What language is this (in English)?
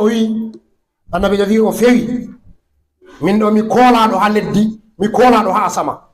Fula